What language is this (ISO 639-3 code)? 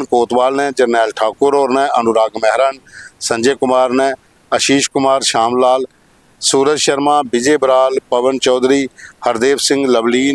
doi